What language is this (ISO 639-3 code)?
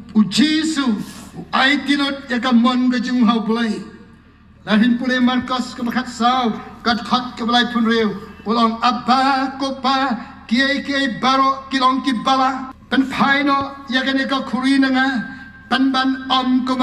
kha